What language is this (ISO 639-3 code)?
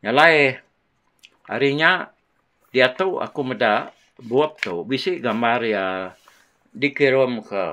iba